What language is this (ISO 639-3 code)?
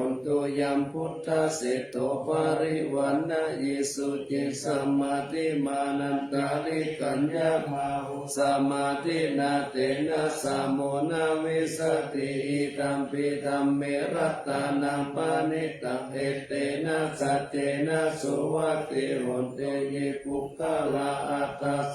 pli